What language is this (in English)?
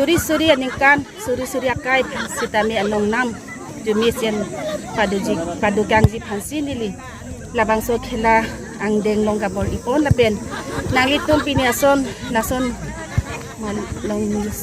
Karbi